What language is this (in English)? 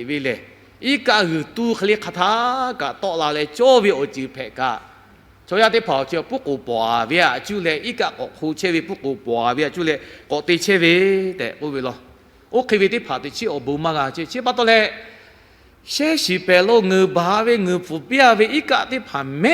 Lahu